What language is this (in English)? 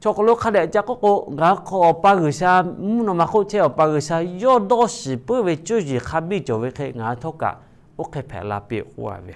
Lahu